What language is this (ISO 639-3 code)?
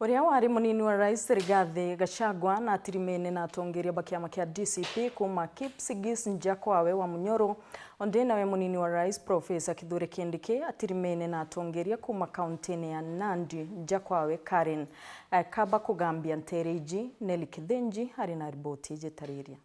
mer